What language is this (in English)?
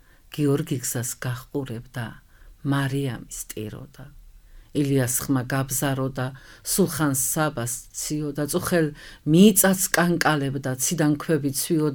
Georgian